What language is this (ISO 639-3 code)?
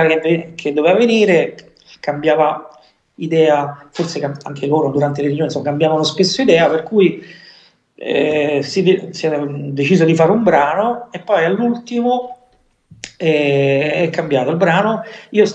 ita